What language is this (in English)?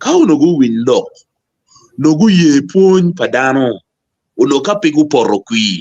Acoli